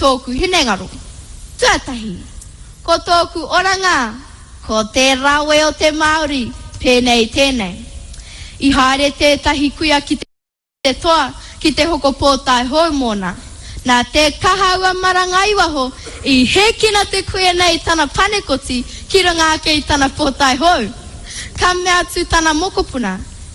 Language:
Māori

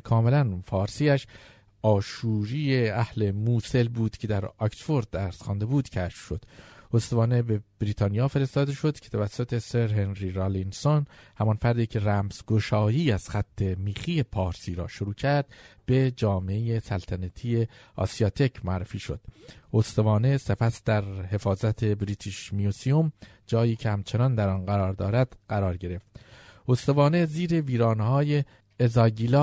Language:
Persian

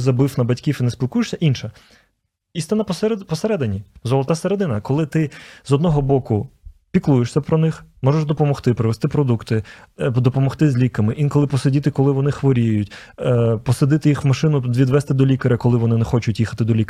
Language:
Ukrainian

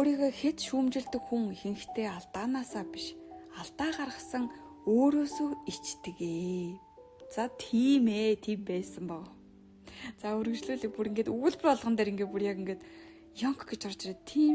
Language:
Mongolian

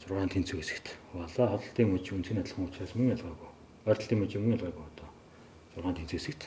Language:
Mongolian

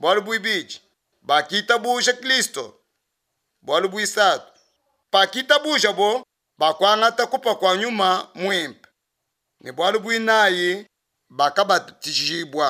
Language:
Luba-Lulua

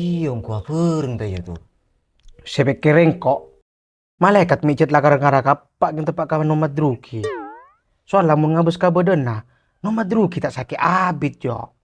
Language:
Madurese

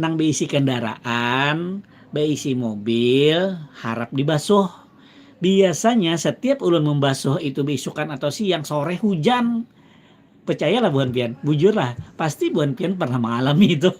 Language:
Banjar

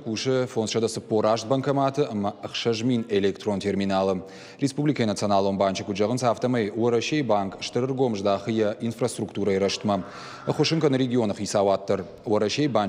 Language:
Ossetic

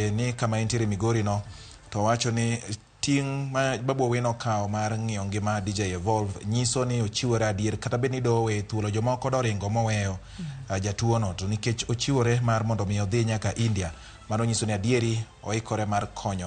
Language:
Luo (Kenya and Tanzania)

